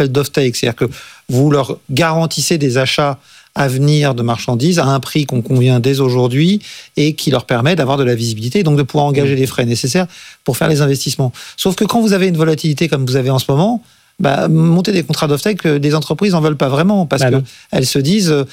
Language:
French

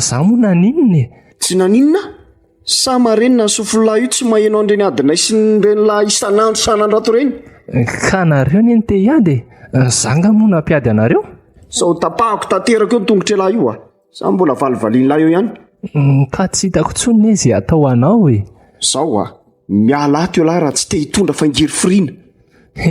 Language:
Malagasy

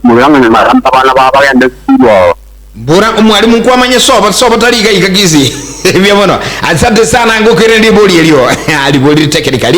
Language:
Gusii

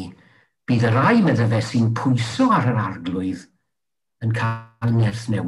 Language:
Welsh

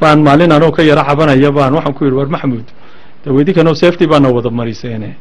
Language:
Somali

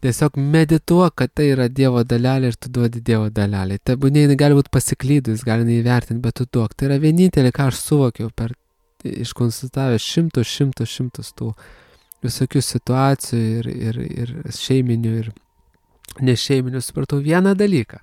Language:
Lithuanian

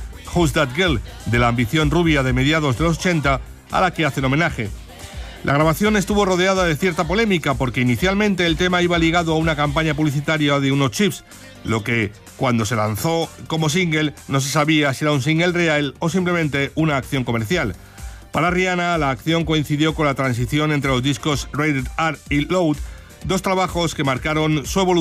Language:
Spanish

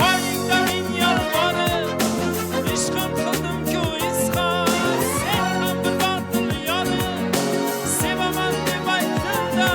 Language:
Kara-Kalpak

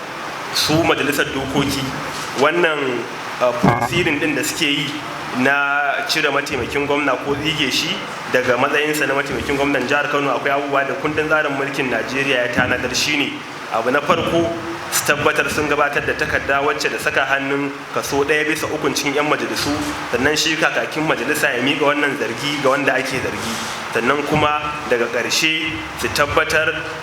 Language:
Hausa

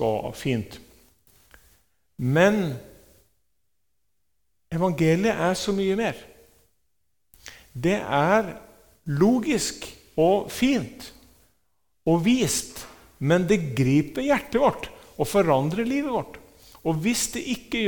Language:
Norwegian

